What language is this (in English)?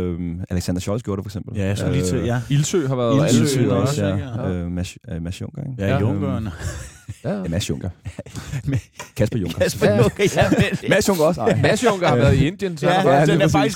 Danish